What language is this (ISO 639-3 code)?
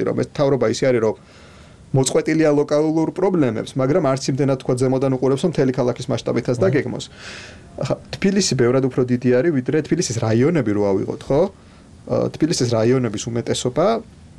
kat